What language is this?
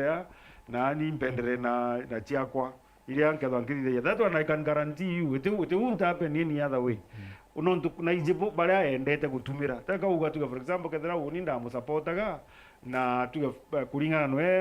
Meru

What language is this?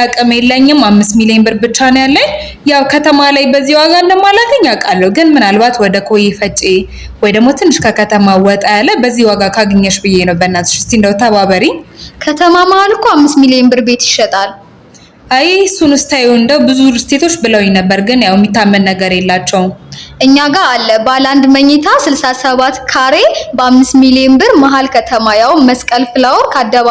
Amharic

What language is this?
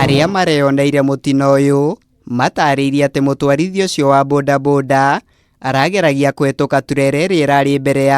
Kikuyu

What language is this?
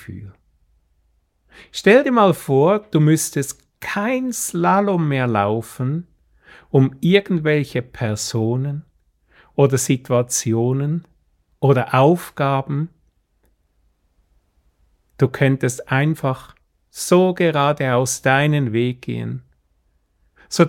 German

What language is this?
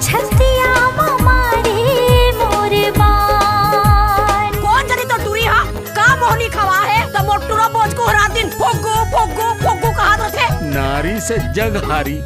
Chhattisgarhi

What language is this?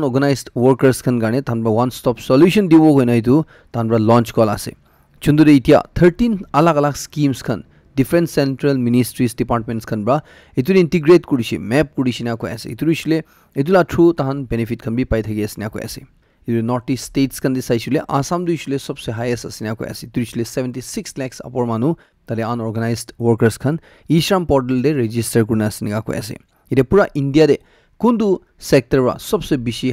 Naga Pidgin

